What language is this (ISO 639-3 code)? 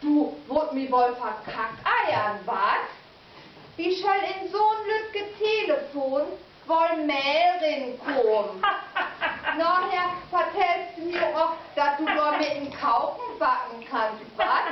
nds